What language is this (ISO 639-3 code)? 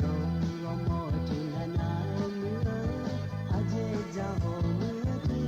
ahk